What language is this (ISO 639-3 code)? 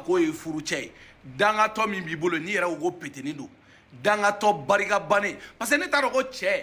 bam